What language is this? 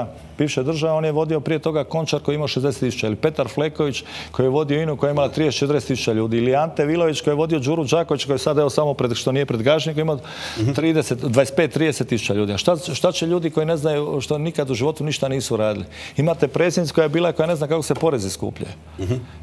Croatian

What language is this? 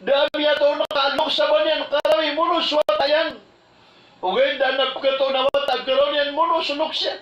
Maranao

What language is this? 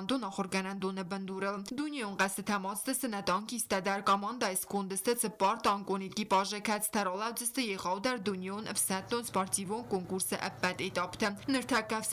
Ossetic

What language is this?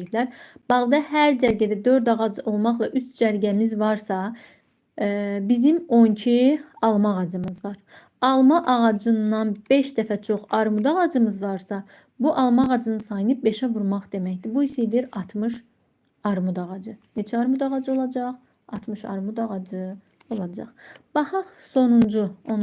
Azerbaijani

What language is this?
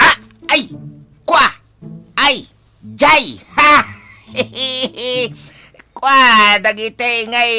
Iloko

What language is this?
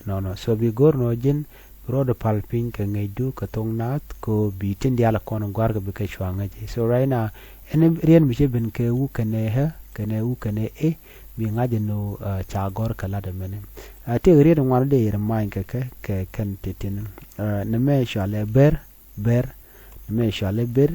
Nuer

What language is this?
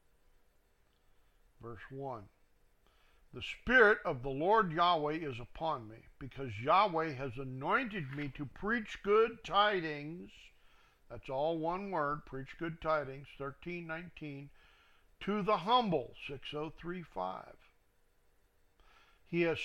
English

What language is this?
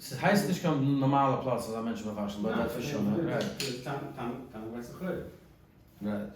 Yiddish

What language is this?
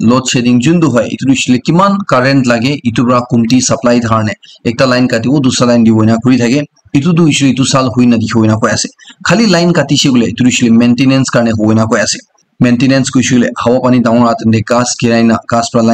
Naga Pidgin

